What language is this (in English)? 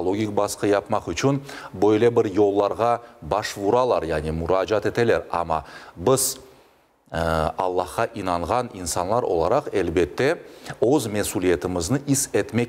Crimean Tatar